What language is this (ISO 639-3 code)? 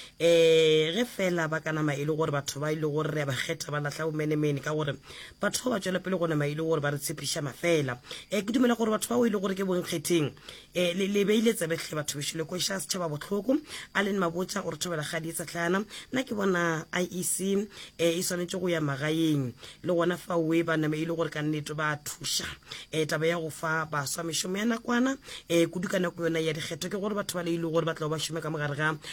nso